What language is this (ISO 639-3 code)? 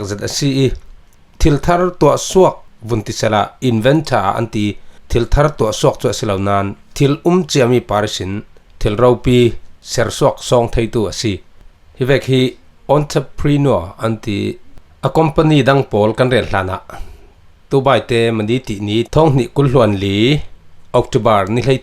cfm